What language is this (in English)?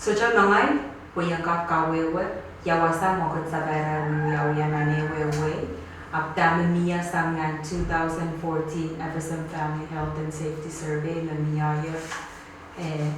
Pohnpeian